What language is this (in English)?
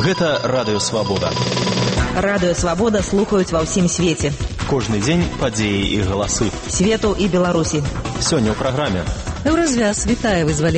Belarusian